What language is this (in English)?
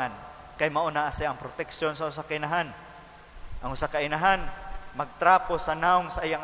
Cebuano